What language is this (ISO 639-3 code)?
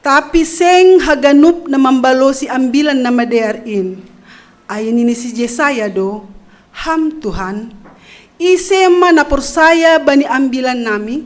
bts